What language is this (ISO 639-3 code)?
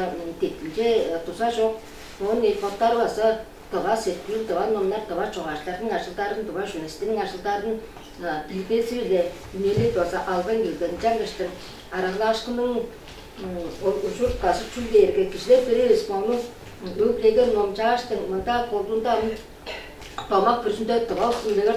tyv